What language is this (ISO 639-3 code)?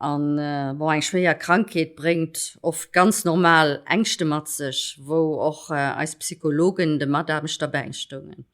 ltz